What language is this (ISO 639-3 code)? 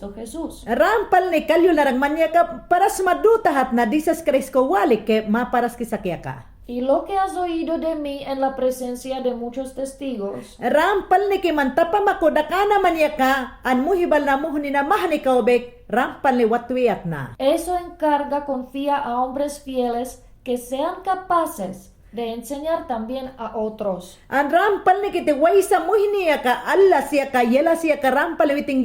yan